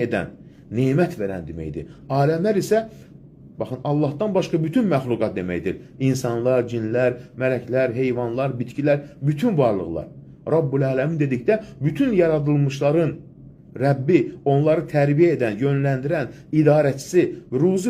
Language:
Azerbaijani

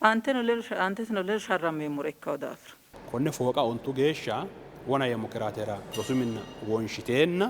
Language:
Sidamo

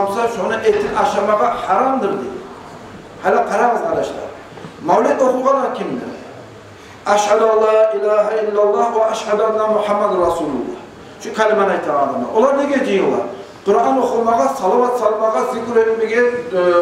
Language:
Kumyk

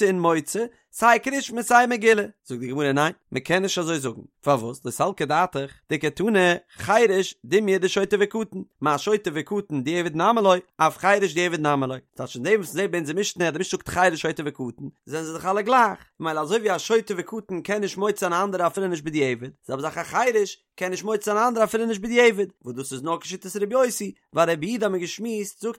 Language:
Yiddish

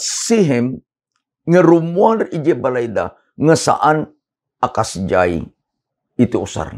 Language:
Iloko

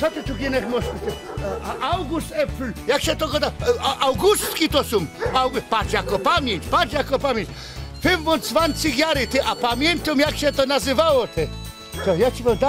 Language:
Silesian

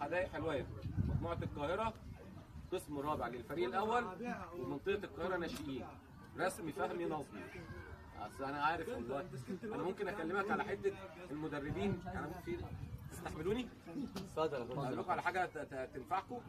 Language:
Egyptian Arabic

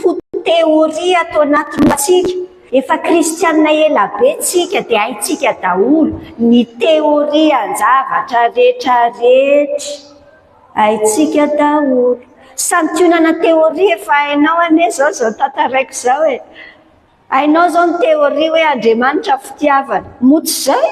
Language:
Malagasy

